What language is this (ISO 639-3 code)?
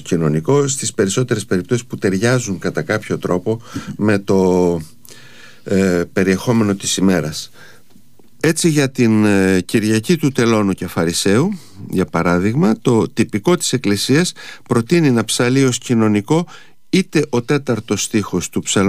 ell